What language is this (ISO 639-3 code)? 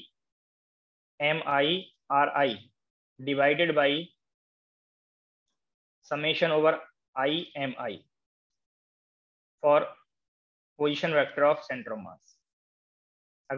hin